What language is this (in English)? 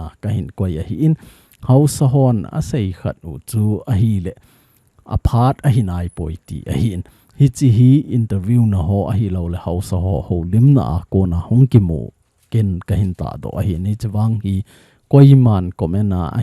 Thado Chin